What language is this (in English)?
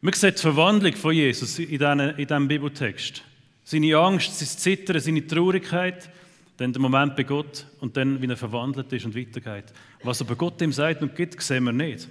Swiss German